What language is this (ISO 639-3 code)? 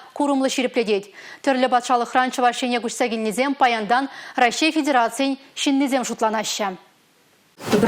chv